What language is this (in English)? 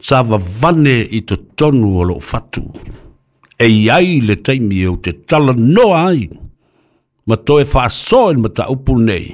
Samoan